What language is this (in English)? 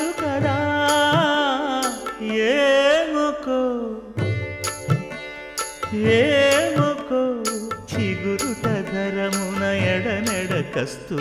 Telugu